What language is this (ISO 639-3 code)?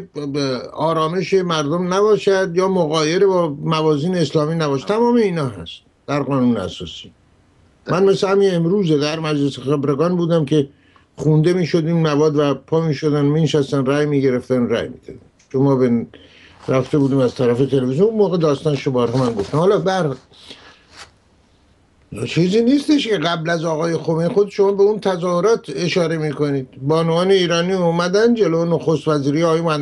fas